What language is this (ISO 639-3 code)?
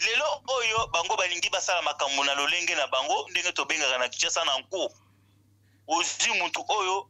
lin